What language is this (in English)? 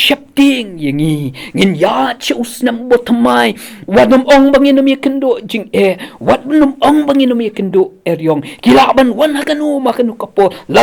Khasi